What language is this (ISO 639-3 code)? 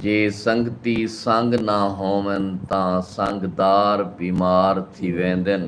skr